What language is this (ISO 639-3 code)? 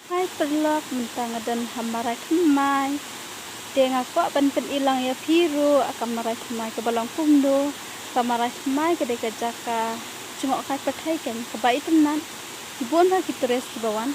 kha